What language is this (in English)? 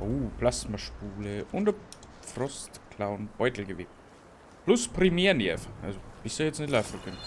Bavarian